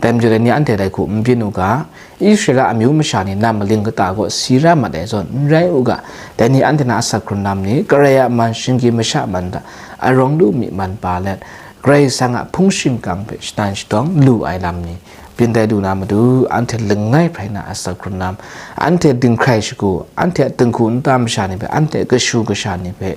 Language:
Kachin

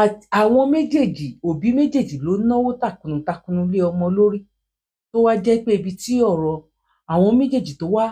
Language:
Yoruba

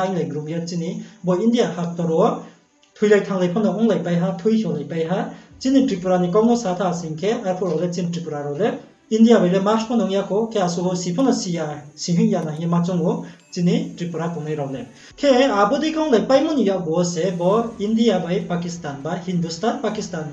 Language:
Riang (India)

